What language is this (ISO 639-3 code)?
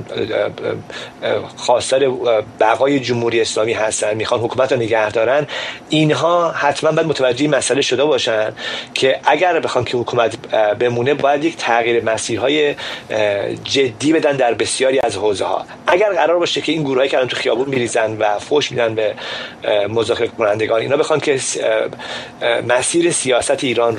fas